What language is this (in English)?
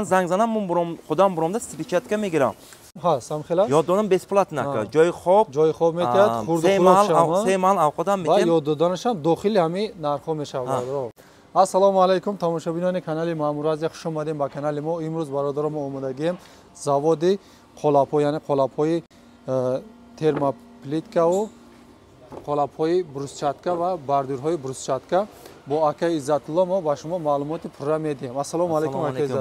Tajik